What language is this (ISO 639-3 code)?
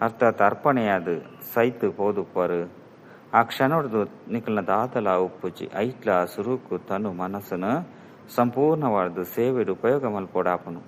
tcy